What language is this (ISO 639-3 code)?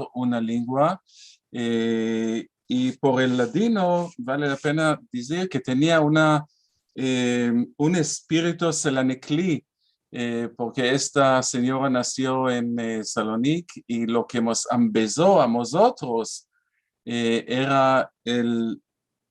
lad